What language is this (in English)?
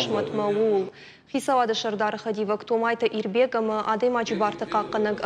Ossetic